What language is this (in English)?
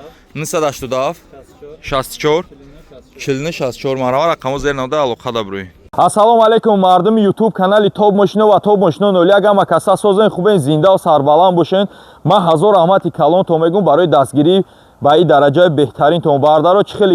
Tajik